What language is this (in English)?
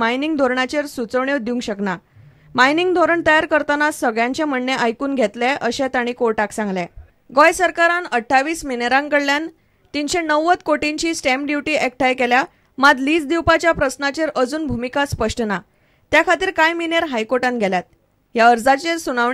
Konkani